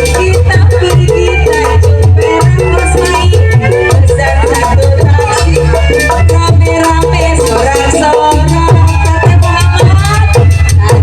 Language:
Betawi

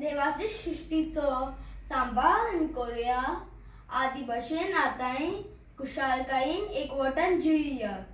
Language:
Konkani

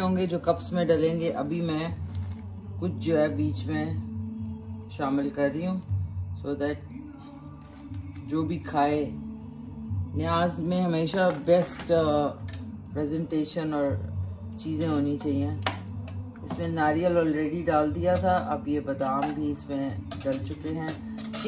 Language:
Hindi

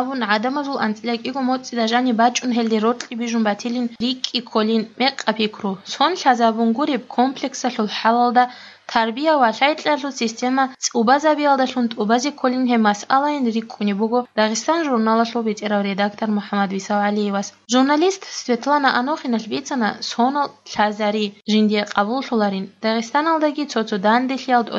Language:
Georgian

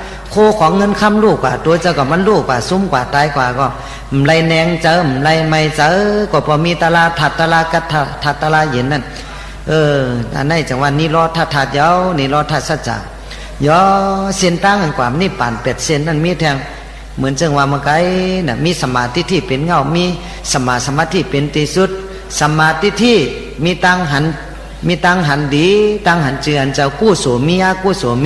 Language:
Shan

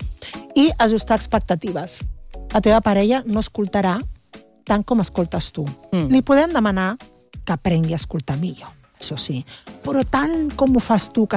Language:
Catalan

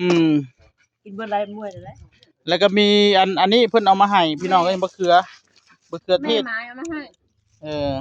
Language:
Northeastern Thai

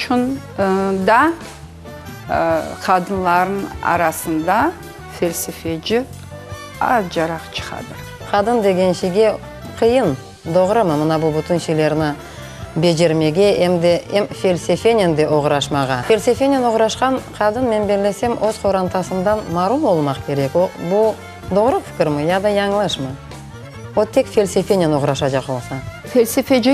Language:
Crimean Tatar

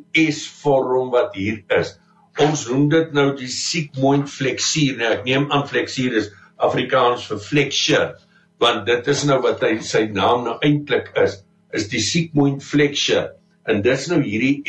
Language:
Afrikaans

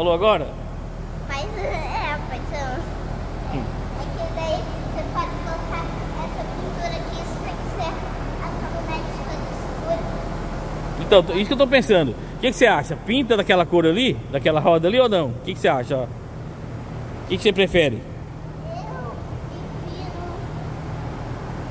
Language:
Portuguese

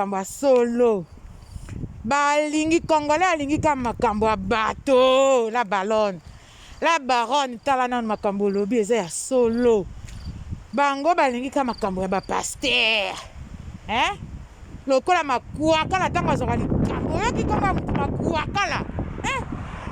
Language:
Lingala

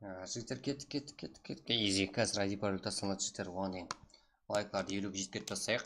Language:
Kara-Kalpak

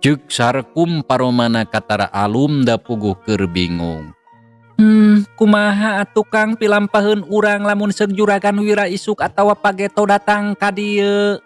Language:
Sundanese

